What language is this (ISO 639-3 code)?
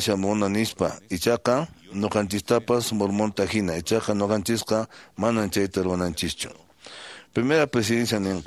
que